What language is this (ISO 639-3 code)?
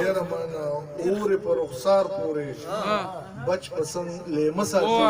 pus